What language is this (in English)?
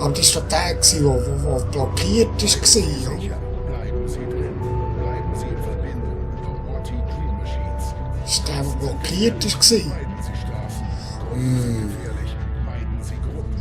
Swiss German